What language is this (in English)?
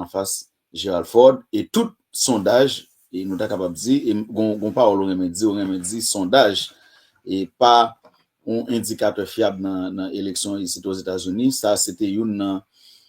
Haitian Creole